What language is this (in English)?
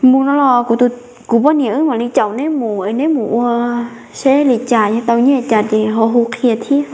Hmong